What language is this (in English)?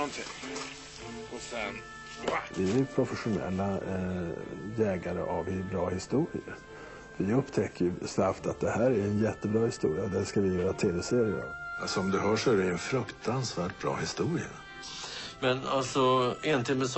Swedish